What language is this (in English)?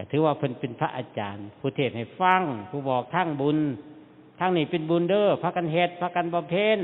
Northeastern Thai